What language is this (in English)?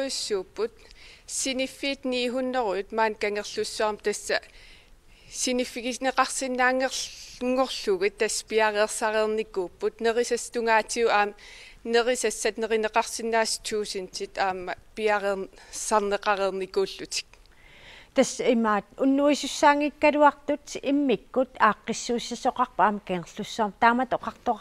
Kalaallisut